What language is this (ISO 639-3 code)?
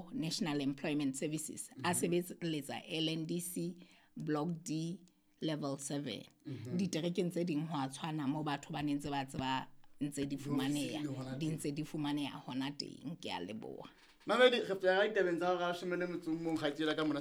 sot